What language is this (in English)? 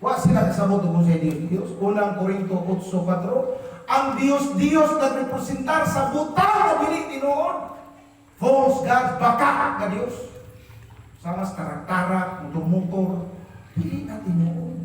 Cebuano